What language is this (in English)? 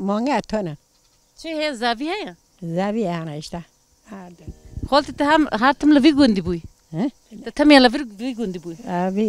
Kurdish